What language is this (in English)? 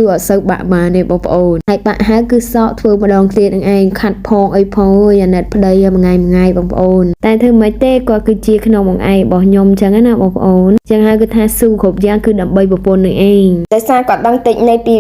Khmer